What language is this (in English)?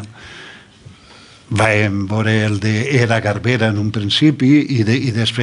Catalan